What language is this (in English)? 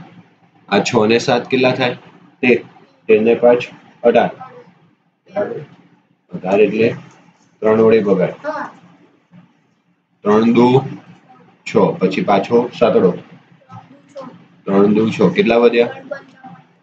Gujarati